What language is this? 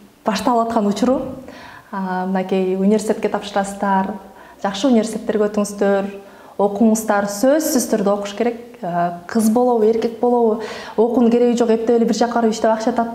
Kyrgyz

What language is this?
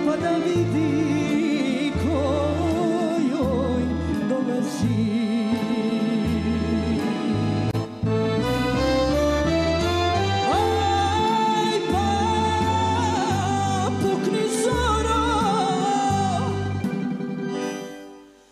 Croatian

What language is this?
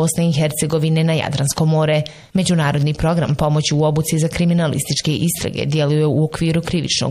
Bosnian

